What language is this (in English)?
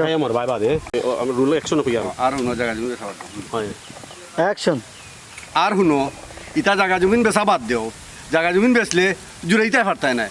Sylheti